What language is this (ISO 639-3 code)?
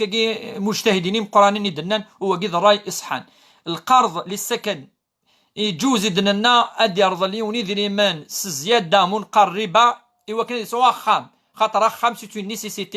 kab